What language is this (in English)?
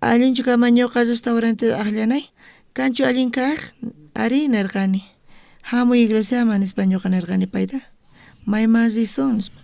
South Bolivian Quechua